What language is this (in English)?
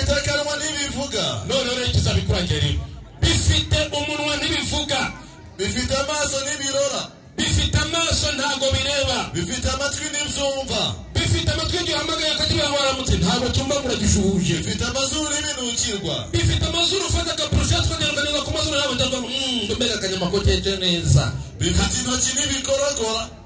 Kinyarwanda